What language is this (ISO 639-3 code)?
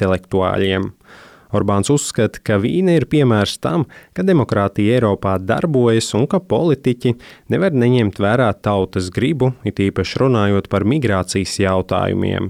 lav